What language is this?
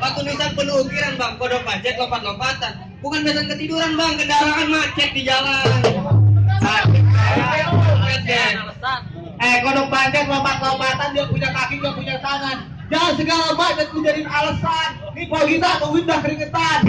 Betawi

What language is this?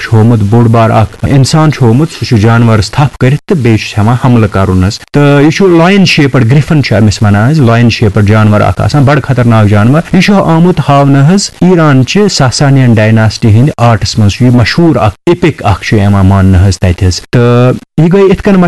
Kashmiri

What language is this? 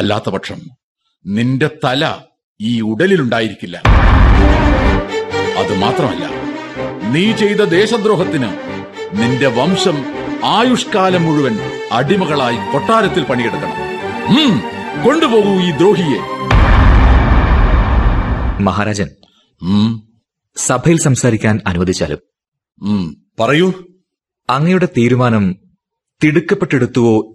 Malayalam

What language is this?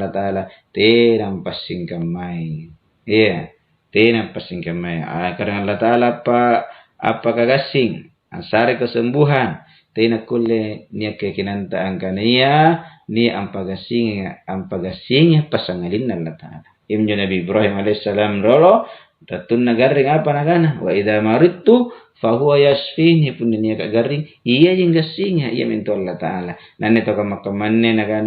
Makasar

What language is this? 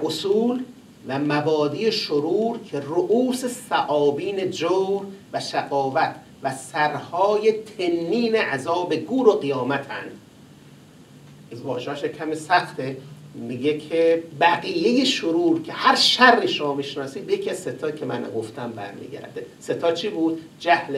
Persian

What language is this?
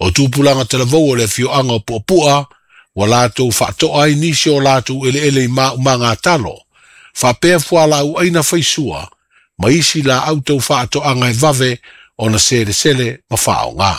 Samoan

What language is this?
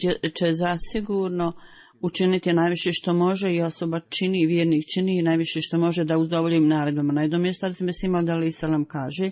Bosnian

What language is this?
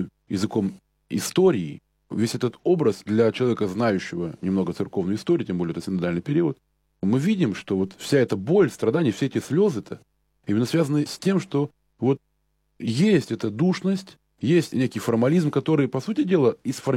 Russian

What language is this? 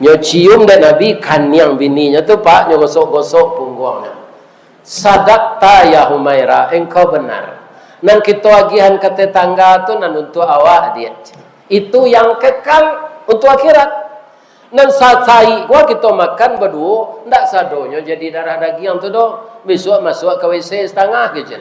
Minangkabau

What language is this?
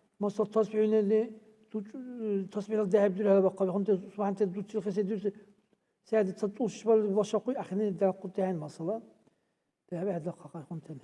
Dargwa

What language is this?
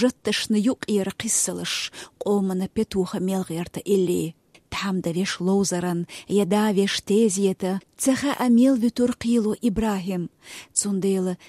Chechen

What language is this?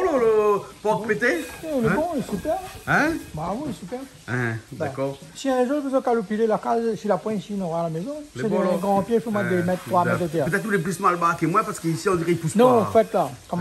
Réunion Creole French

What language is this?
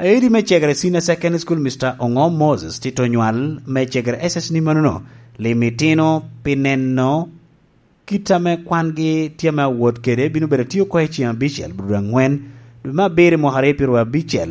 Lango (Uganda)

